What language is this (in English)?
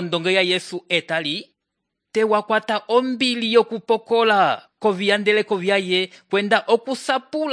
Umbundu